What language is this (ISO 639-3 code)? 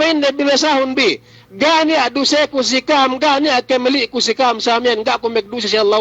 yka